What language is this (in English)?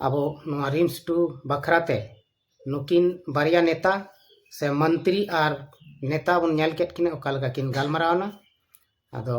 Santali